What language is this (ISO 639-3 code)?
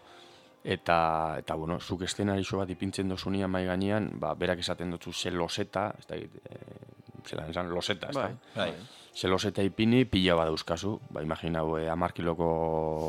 eus